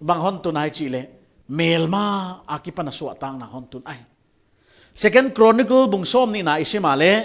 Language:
Paite Chin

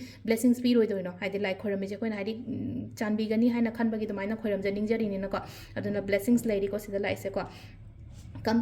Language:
Manipuri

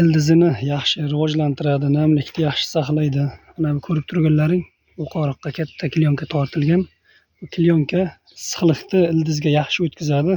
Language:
Uzbek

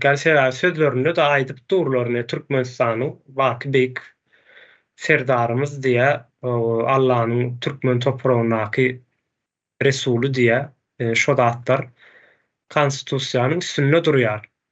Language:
Turkmen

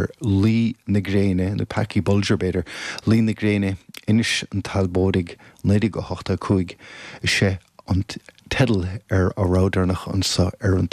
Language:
Irish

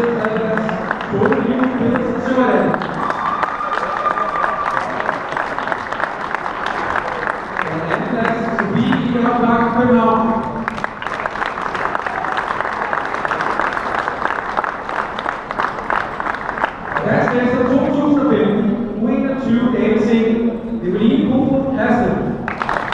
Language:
Danish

